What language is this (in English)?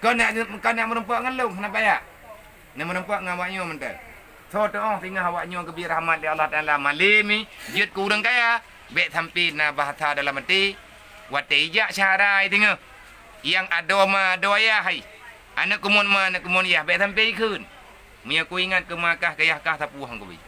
Achinese